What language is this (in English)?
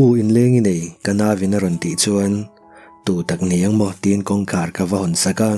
Mizo